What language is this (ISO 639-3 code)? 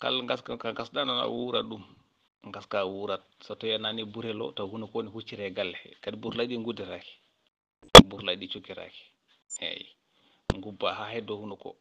ful